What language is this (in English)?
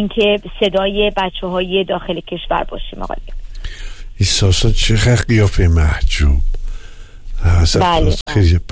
Persian